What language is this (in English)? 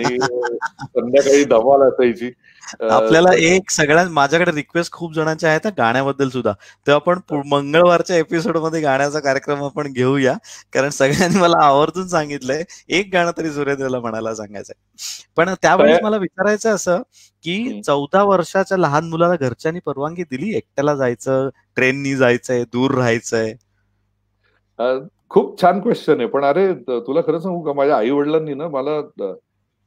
Marathi